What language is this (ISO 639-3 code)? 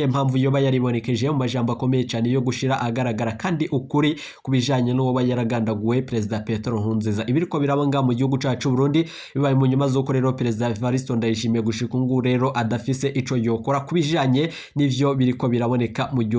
run